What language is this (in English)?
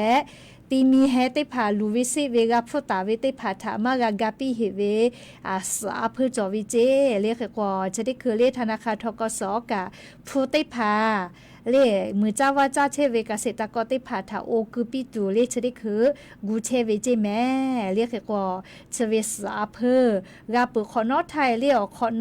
Lahu